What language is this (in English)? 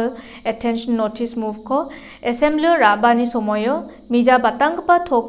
Garo